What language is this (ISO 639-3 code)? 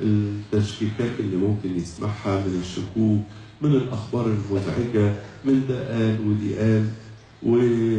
arz